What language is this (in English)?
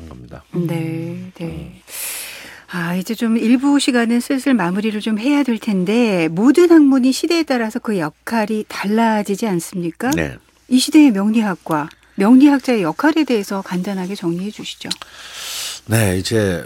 Korean